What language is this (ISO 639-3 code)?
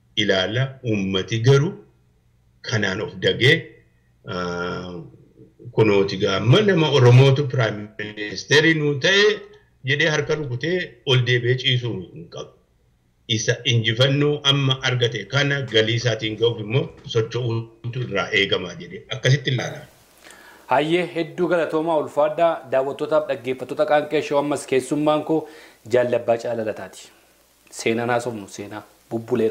orm